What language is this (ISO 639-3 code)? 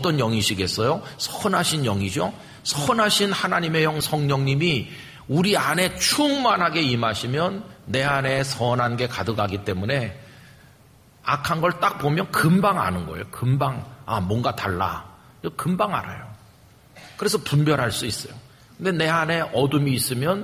kor